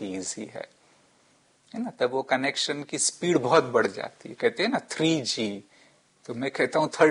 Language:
Hindi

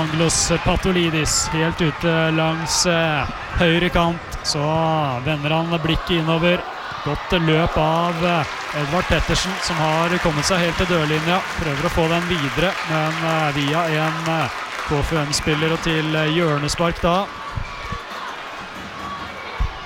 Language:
Norwegian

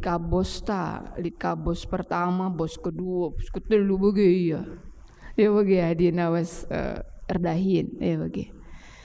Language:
Batak Karo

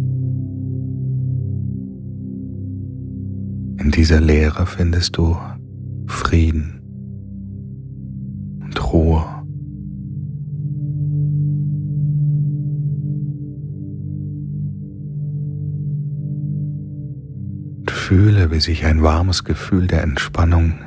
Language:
German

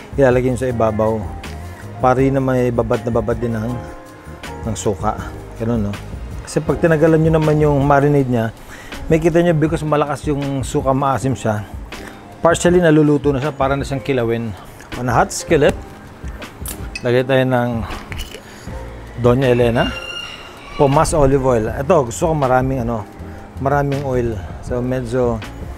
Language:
Filipino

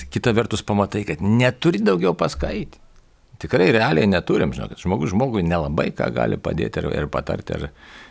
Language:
Lithuanian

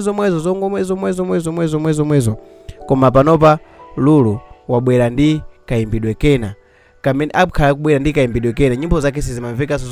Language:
Nyanja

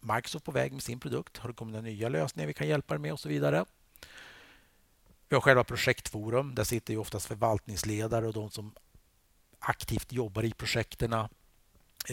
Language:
Swedish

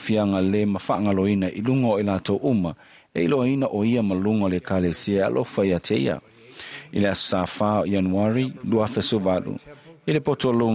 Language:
Samoan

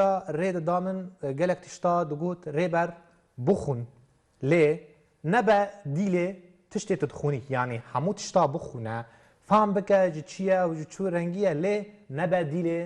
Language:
Kurdish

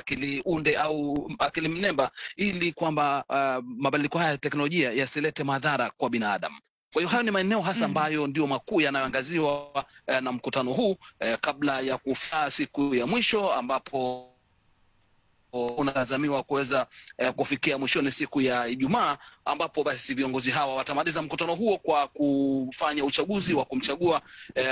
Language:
Swahili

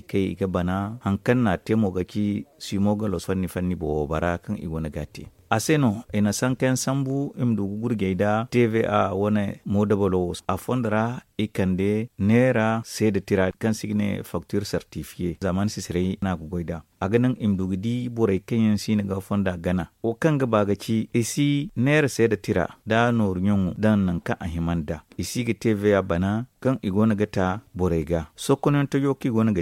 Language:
Zarma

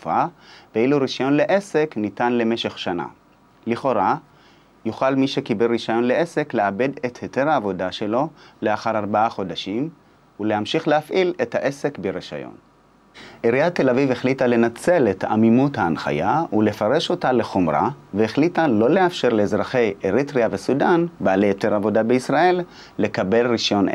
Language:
Hebrew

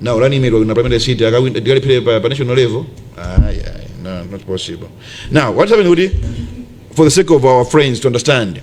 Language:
Nyanja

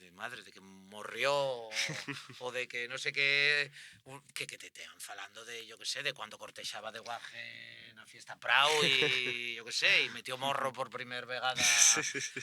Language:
Asturian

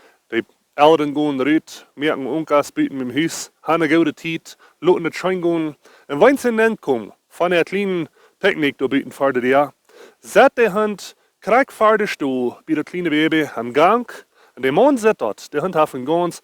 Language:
Plautdietsch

